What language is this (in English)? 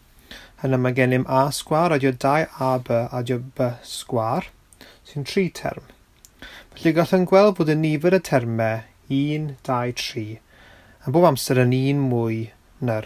Welsh